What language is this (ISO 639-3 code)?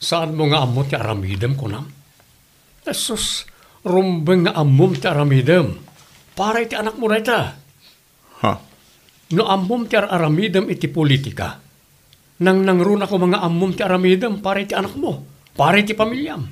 ilo